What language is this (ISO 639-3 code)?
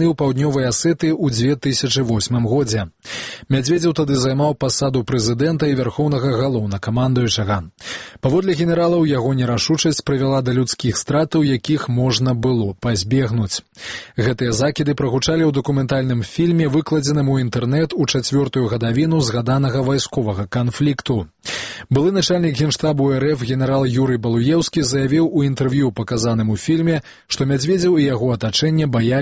bel